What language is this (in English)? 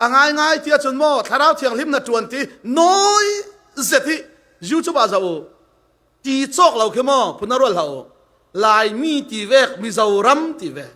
Falam Chin